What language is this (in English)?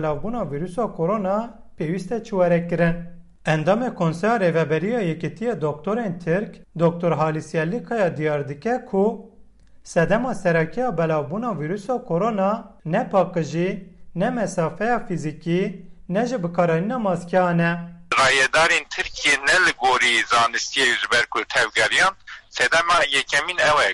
Kurdish